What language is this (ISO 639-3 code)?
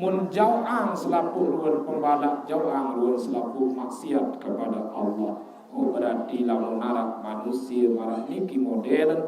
sas